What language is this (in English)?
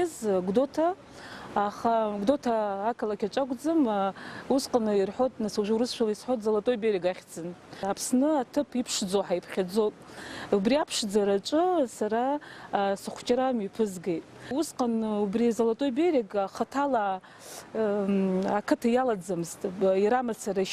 Abkhazian